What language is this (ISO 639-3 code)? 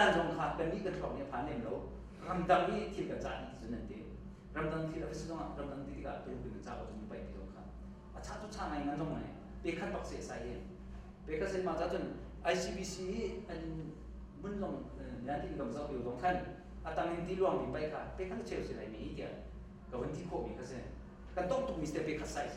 cnh